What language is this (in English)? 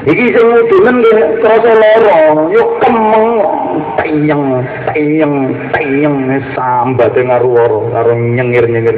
Javanese